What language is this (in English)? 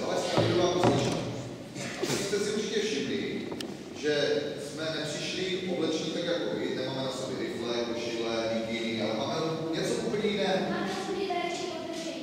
Czech